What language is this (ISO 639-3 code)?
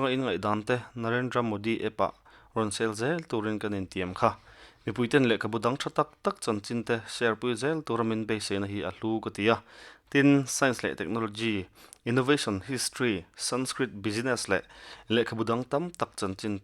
lus